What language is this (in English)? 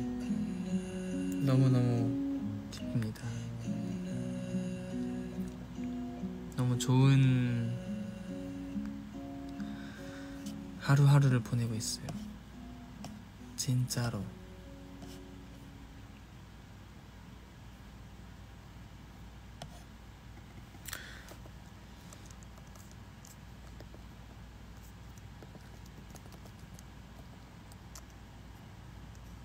Korean